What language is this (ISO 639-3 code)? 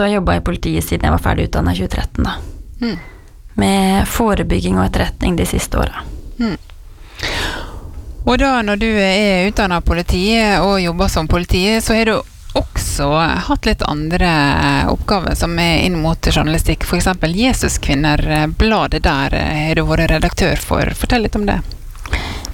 nor